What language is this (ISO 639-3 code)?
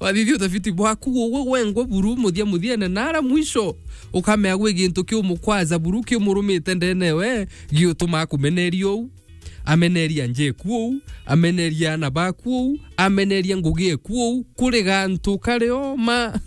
mer